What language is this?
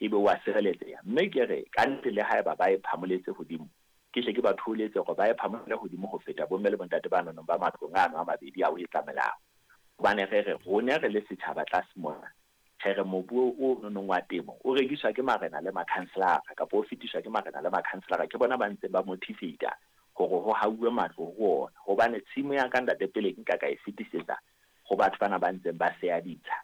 Southern Sotho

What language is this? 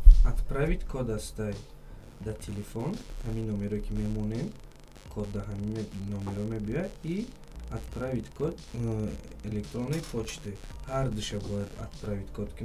Tajik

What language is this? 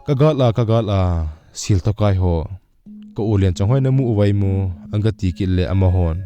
Thado Chin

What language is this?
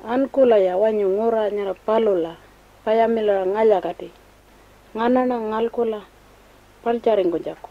Pitjantjatjara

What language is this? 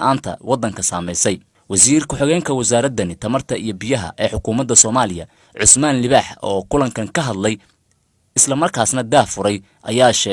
Somali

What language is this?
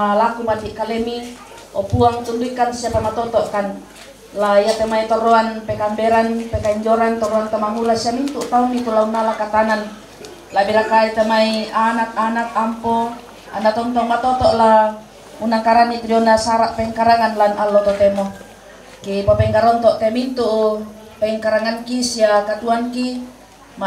Toraja-Sa'dan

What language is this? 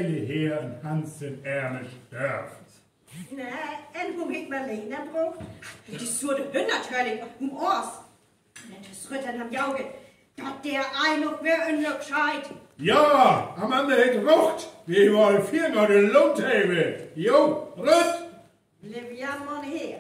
Northern Frisian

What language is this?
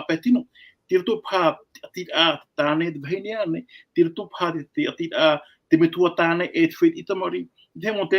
Tahitian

